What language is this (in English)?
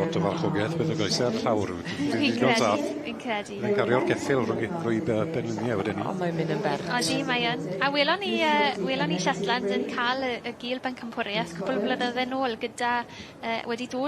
Welsh